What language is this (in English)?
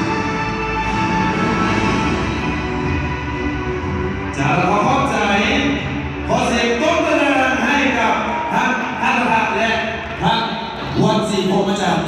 Lao